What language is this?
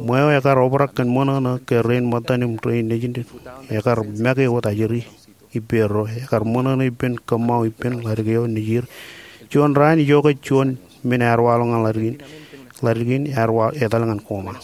Marshallese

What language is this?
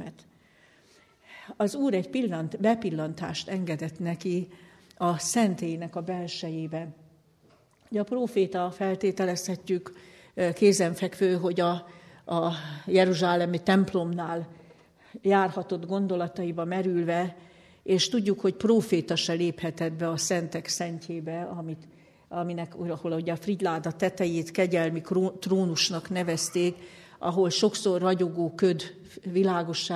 Hungarian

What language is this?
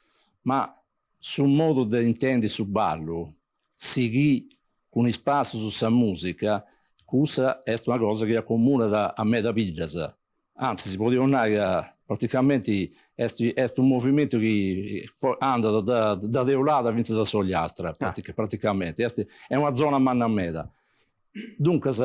Sardinian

